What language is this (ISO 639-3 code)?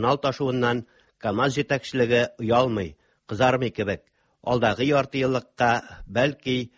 tat